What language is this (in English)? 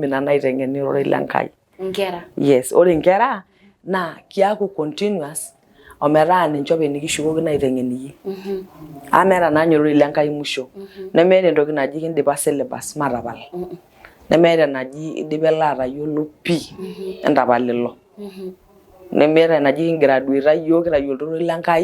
Masai